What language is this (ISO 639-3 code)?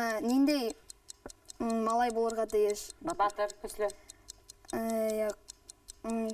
bak